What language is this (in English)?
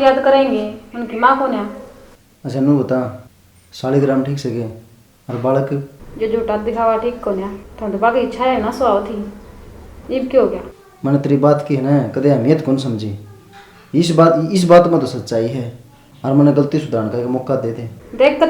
Haryanvi